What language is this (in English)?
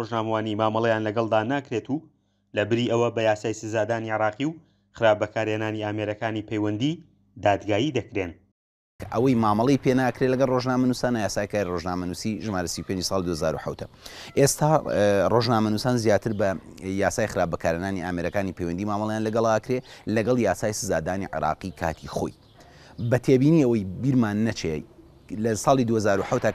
Central Kurdish